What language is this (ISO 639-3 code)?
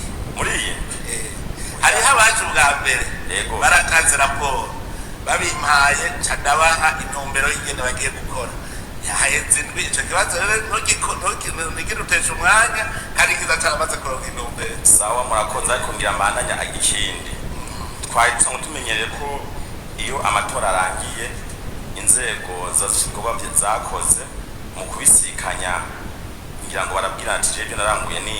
run